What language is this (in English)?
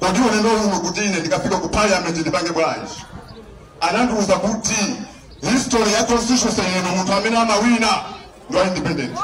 Nyanja